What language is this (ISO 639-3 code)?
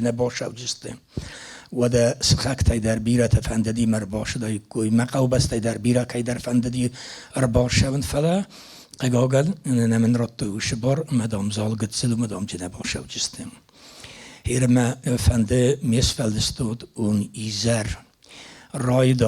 oss